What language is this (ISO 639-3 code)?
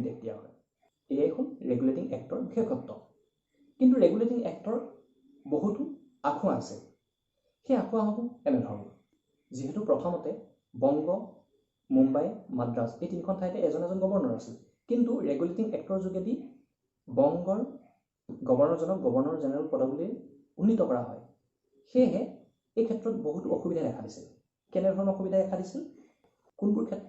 asm